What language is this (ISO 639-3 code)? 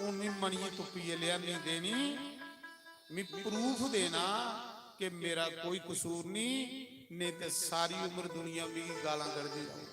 doi